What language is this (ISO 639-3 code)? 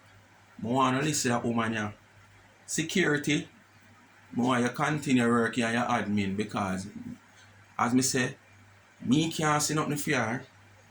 jam